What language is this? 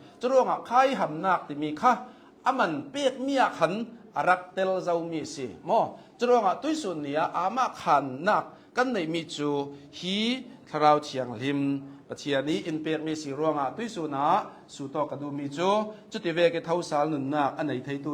Hakha Chin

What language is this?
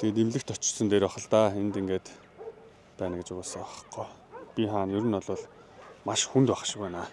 Mongolian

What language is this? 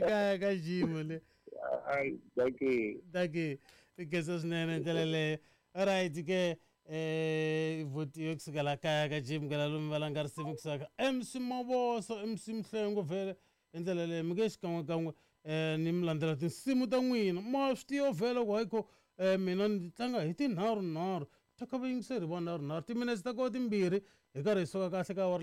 Tsonga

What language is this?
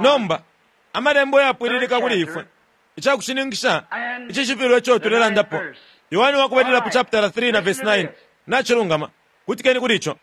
Bemba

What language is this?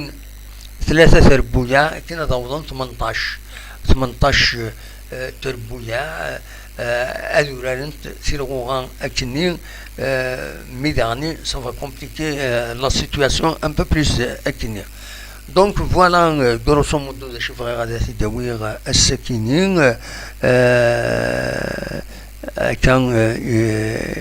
Kabyle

